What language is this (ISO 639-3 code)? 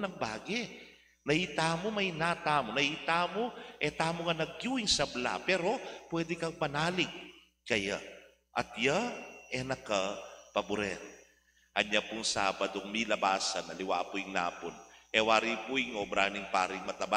pam